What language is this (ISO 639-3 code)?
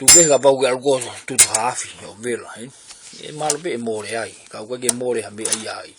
ton